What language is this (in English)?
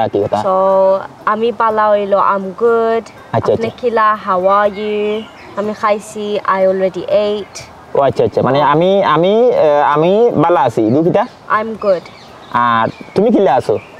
Sylheti